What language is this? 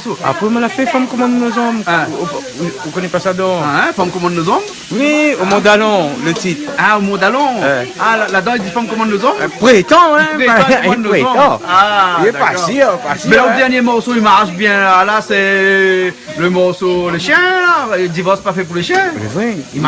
Réunion Creole French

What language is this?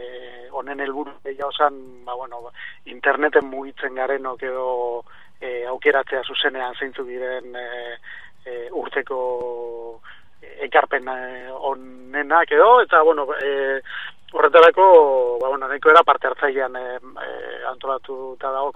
Basque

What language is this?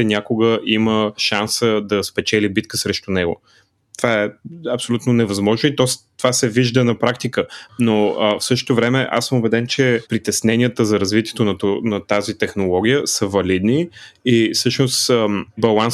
Bulgarian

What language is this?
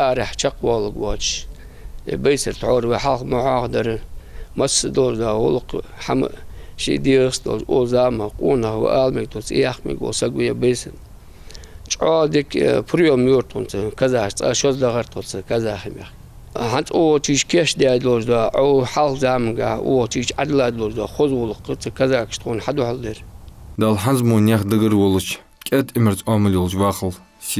Ingush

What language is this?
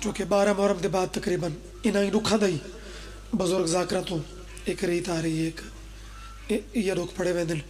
Pahari-Potwari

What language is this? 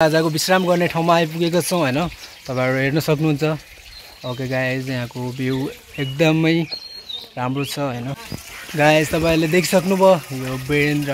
Nepali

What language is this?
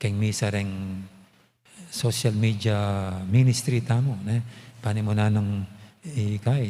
Pampanga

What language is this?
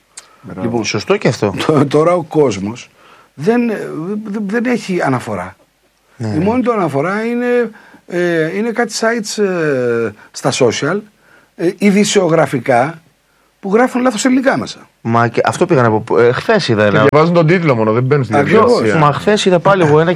Greek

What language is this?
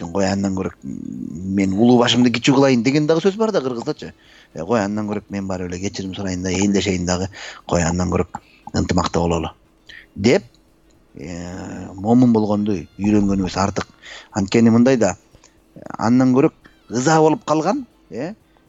Kyrgyz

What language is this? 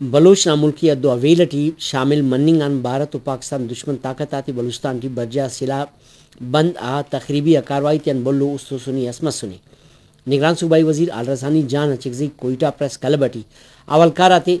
Brahui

